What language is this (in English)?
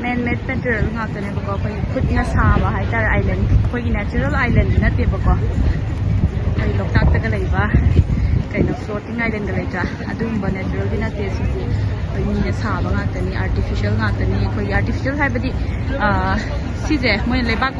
Manipuri